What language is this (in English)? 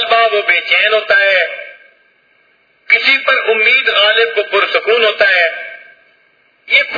Urdu